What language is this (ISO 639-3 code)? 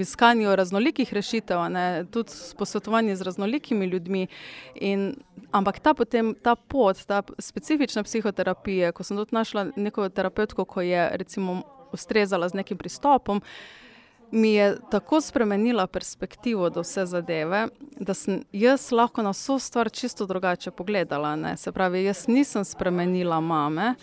slv